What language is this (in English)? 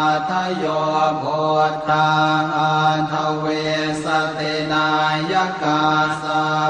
Pali